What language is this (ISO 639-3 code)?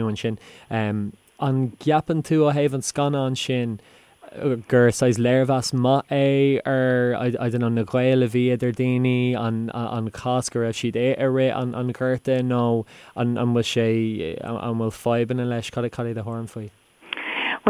gle